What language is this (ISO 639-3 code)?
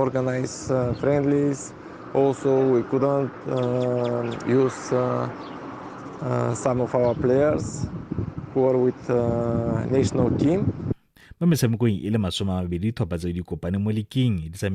tsn